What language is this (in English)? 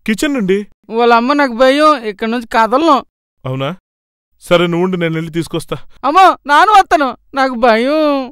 Telugu